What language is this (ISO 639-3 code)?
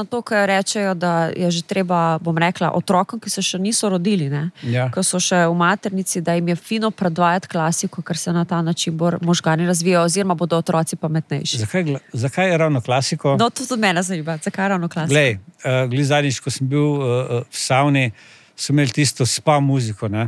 slv